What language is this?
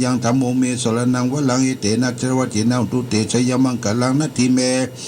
Pali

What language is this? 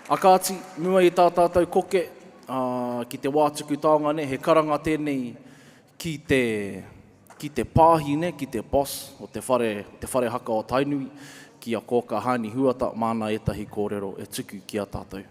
Māori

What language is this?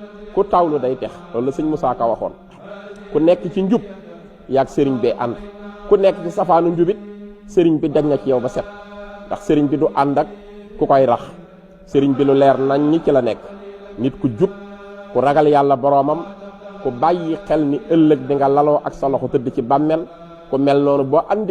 Wolof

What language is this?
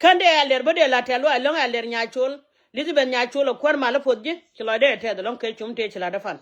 Nuer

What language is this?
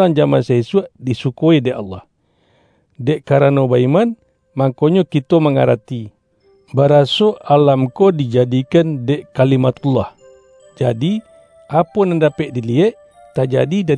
Minangkabau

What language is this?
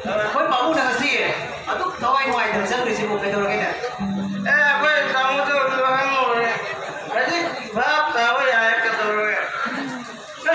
Manipuri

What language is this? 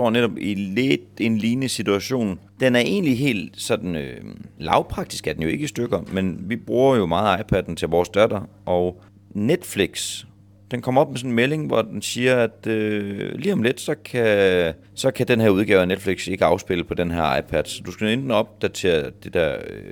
Danish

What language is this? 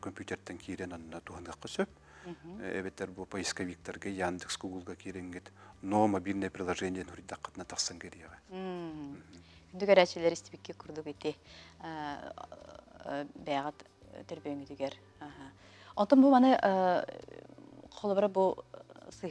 Yakut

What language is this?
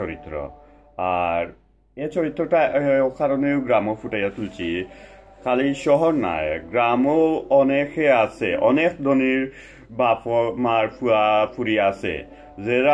Sylheti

